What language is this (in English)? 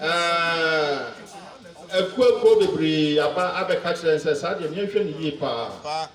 Akan